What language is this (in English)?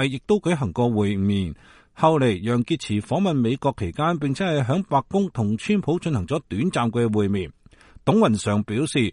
Cantonese